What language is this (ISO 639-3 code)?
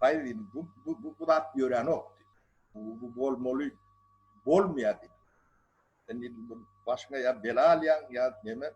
tuk